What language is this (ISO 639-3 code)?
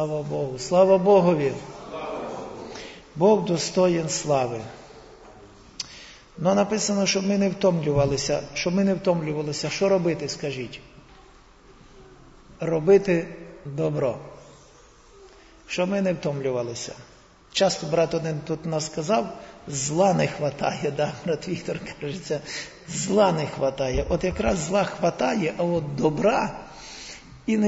ukr